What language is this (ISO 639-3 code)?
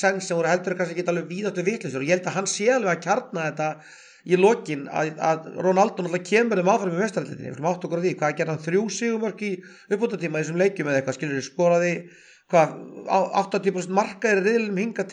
isl